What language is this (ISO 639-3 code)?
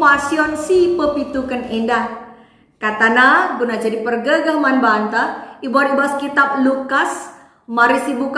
btx